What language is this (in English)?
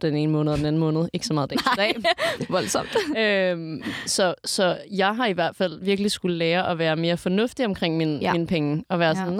Danish